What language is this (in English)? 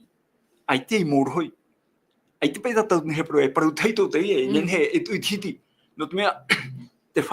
Tahitian